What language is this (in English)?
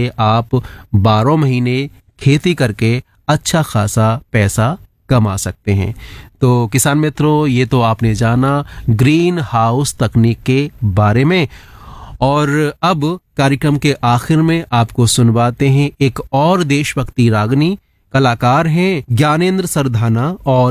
Hindi